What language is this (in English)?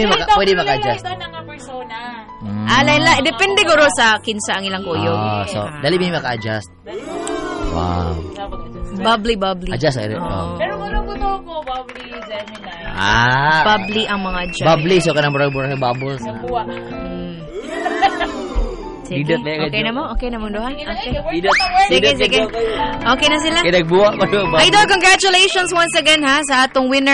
Cebuano